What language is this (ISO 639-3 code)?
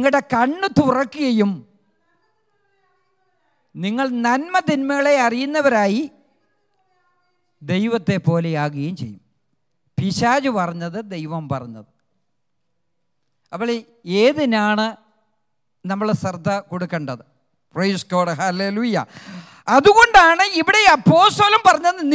mal